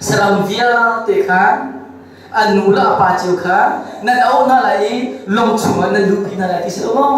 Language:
Hakha Chin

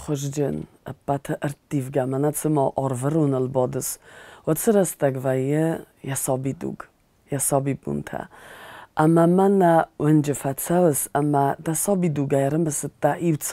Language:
Ossetic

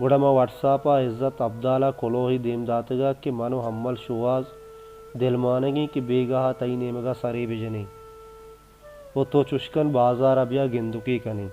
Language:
Baluchi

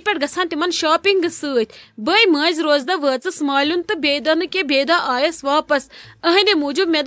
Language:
Kashmiri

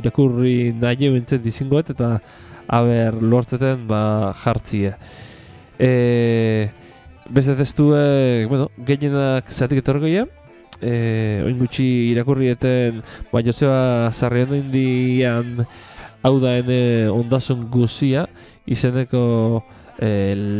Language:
Basque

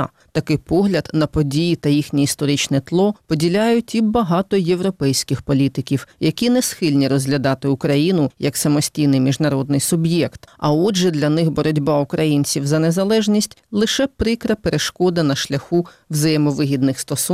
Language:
Ukrainian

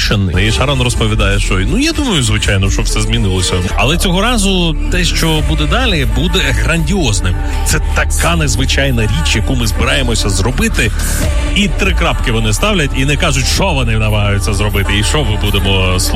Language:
Ukrainian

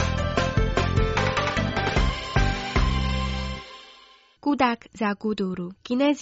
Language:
Croatian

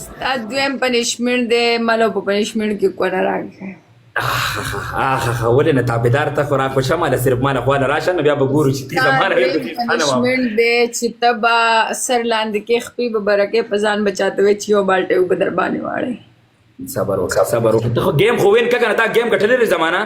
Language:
Pashto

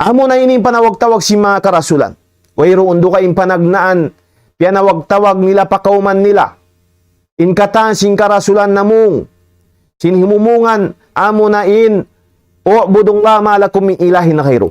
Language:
Tausug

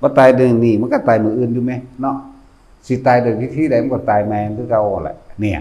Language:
Northeastern Thai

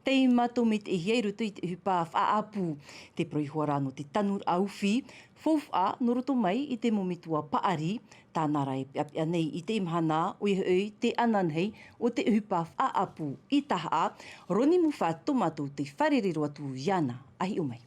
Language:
Tahitian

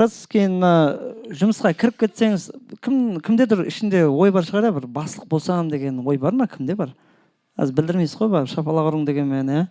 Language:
Kara-Kalpak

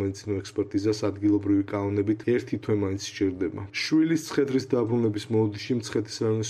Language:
Georgian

